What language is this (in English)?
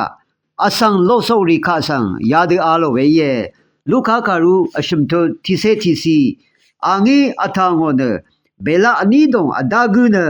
Rawang